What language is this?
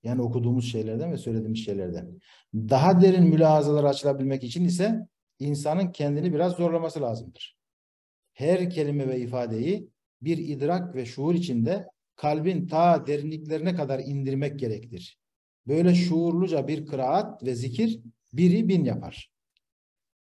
Turkish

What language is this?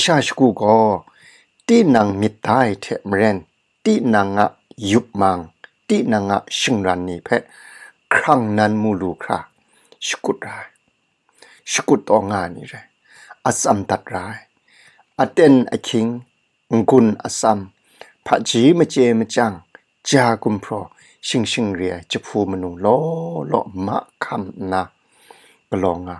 Kachin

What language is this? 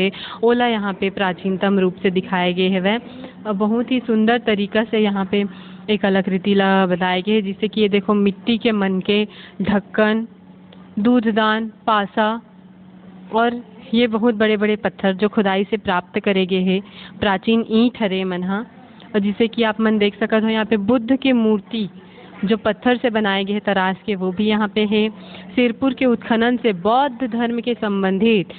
Chhattisgarhi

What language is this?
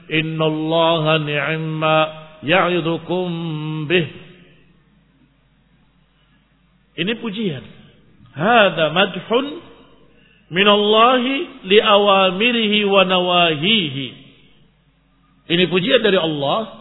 Indonesian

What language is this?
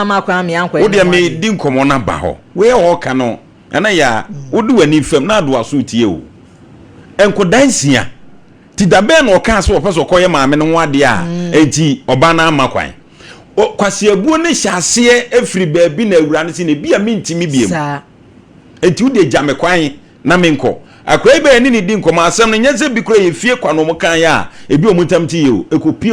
Akan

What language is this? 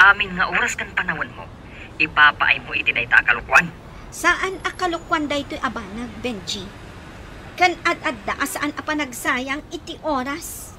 Iloko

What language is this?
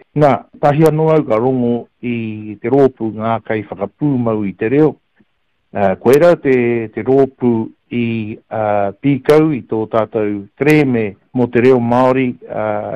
Māori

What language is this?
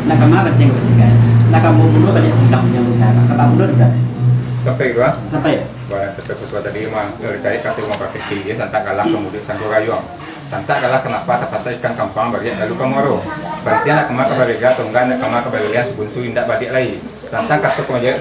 Minangkabau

